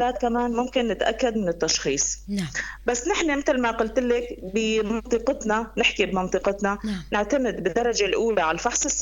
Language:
North Levantine Arabic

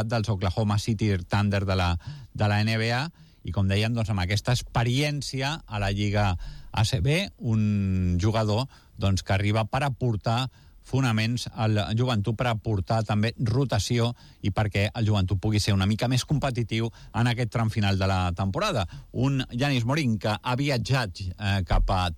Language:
Catalan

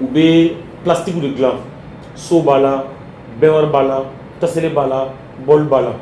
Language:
Bambara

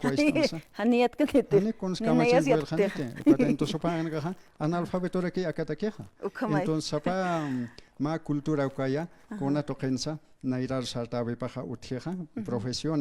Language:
Aymara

